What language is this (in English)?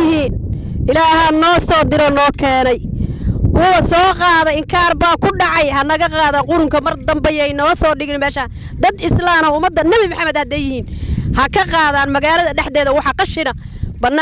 Somali